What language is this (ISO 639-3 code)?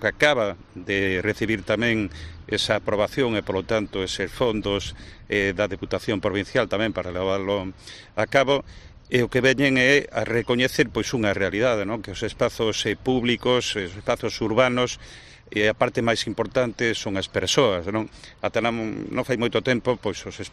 glg